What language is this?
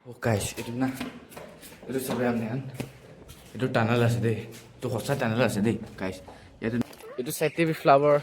Naga Pidgin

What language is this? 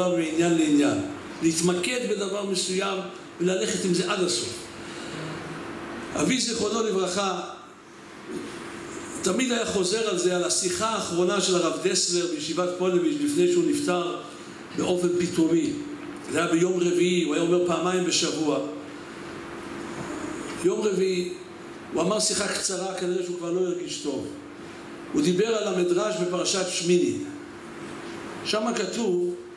Hebrew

